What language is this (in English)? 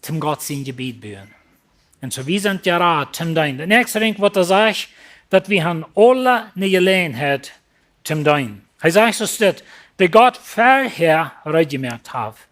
Plautdietsch